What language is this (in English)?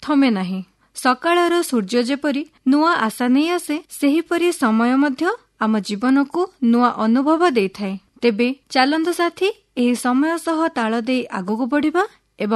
Odia